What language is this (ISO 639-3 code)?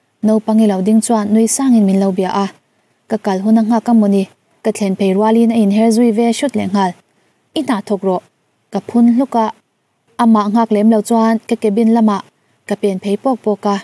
lus